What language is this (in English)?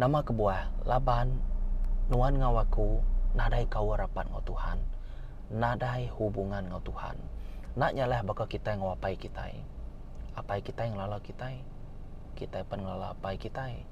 Iban